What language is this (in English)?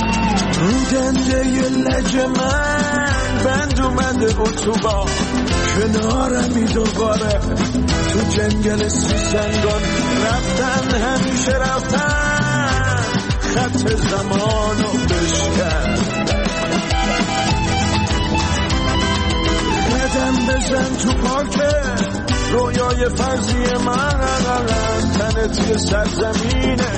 Persian